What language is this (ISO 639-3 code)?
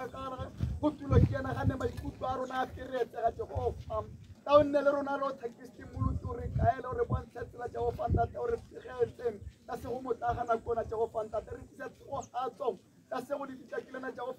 tsn